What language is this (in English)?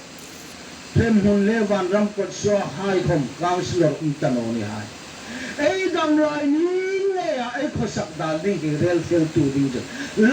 Hmar